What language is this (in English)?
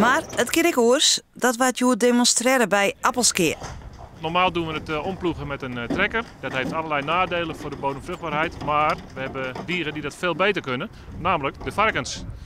Western Frisian